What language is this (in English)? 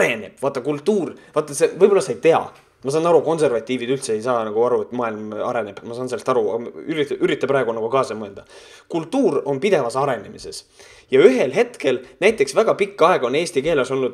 Estonian